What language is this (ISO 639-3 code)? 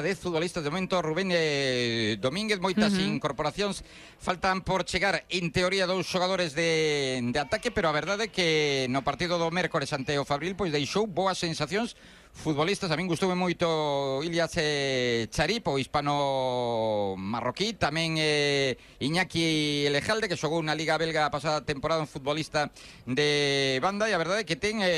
glg